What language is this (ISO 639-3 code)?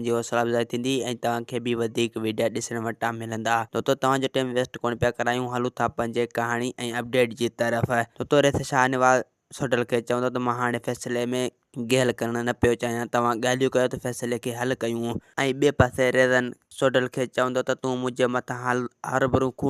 snd